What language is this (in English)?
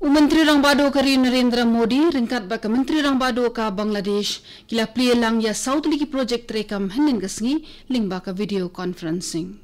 Khasi